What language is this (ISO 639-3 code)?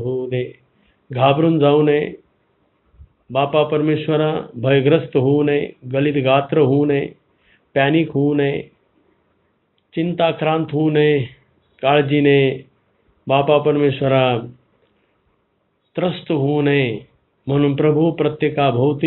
mar